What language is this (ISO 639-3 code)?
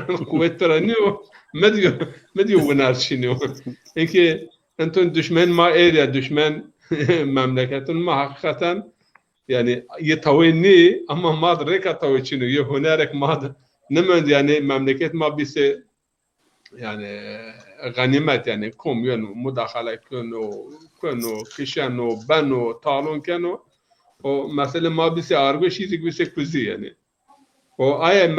zza